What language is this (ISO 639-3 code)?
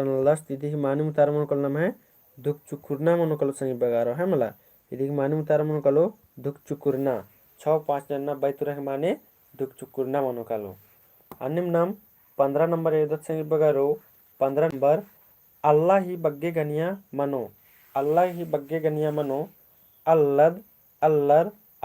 kru